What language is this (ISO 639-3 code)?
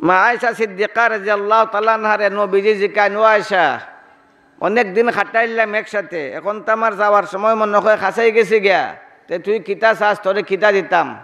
syl